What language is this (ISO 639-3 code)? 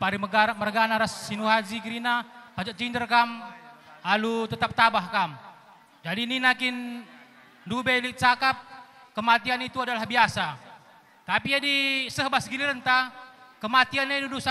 btx